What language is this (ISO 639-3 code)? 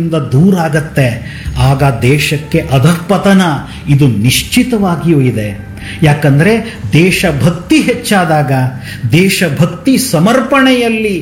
kan